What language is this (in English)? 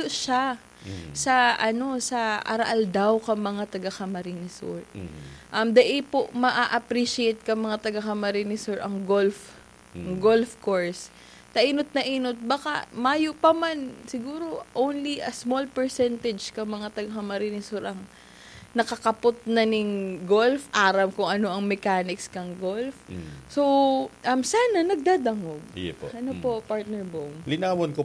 Bikol